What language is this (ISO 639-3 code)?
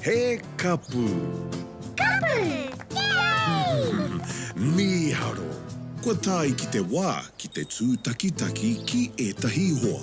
mri